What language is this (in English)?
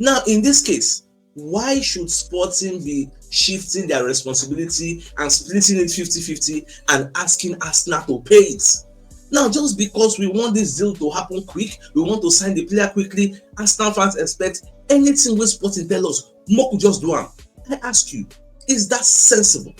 Nigerian Pidgin